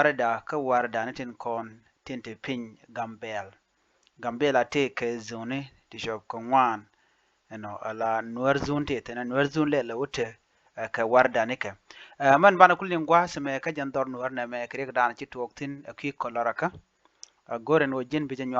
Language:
Nuer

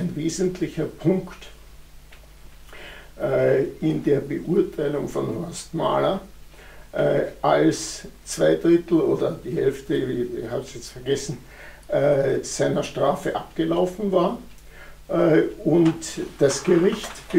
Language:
German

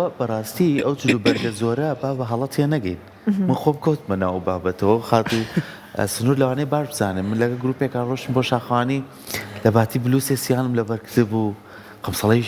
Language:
Central Kurdish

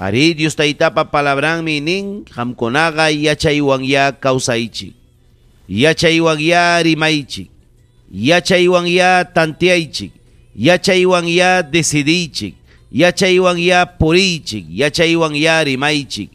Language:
Ayacucho Quechua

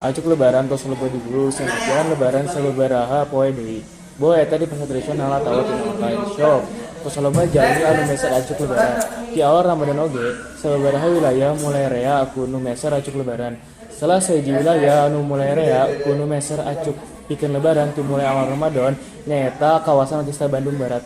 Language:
Sundanese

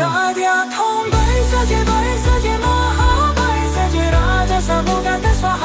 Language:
Northeastern Thai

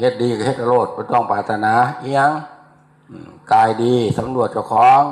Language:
Northeastern Thai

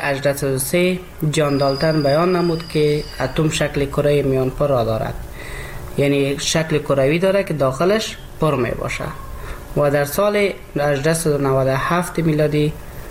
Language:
Persian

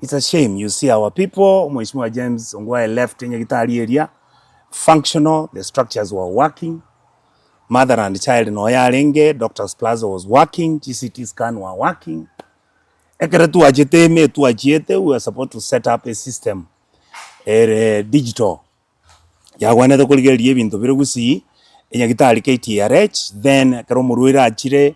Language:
Gusii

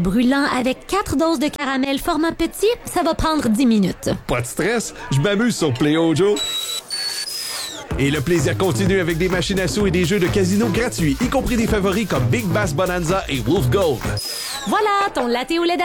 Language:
French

